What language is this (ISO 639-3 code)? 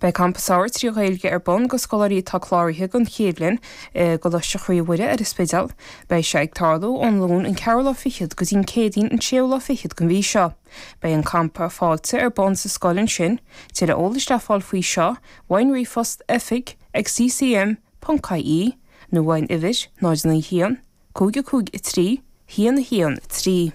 gle